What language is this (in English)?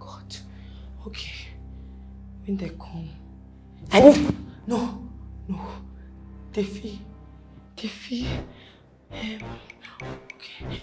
Nigerian Pidgin